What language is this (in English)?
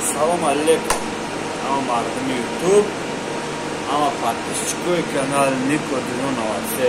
Tajik